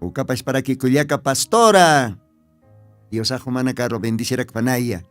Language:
Aymara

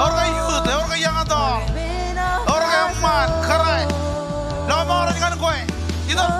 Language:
Marshallese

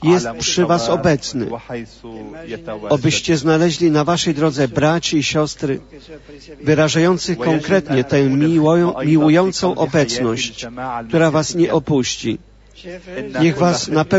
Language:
Polish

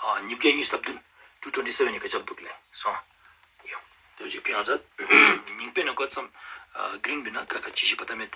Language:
Ladakhi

